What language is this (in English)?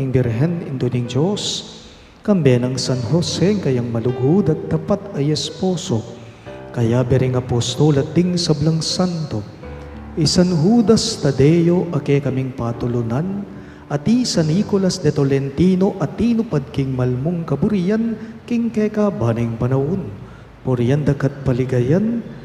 Pampanga